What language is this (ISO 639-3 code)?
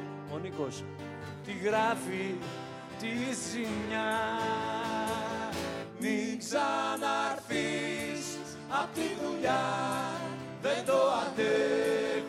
ell